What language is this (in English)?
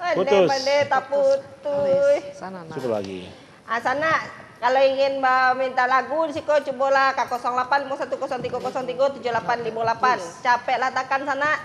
Minangkabau